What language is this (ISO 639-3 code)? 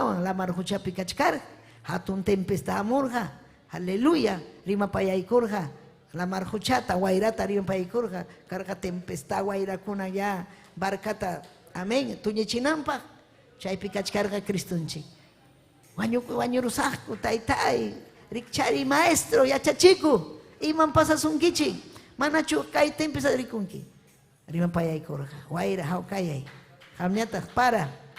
quy